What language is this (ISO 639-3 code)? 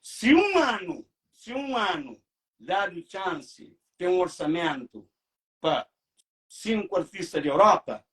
kea